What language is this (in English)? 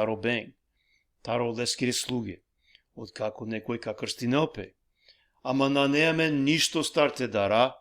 Balkan Romani